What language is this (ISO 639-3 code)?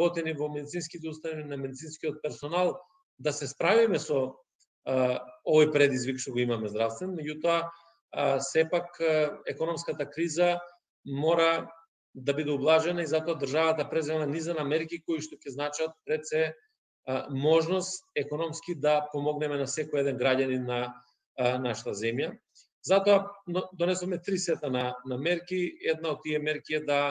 mkd